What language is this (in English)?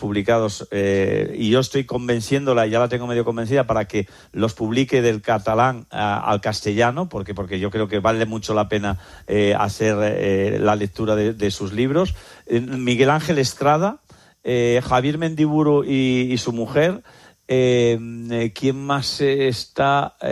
Spanish